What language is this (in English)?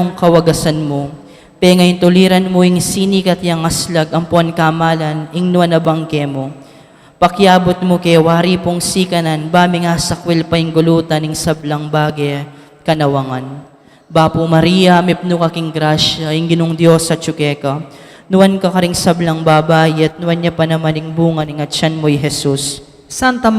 Pampanga